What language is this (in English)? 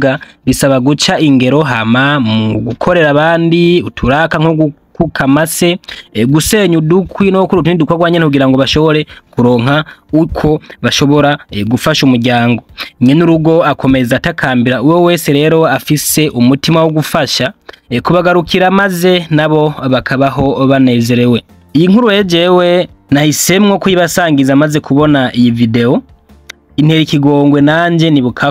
Rundi